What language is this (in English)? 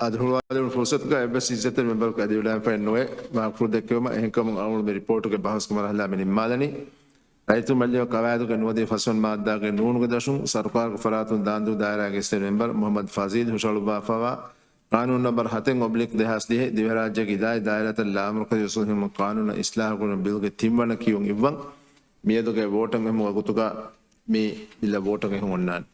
Divehi